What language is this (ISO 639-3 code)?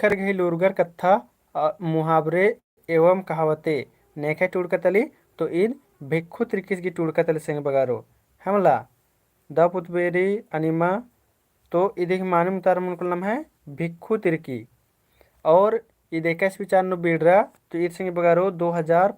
kru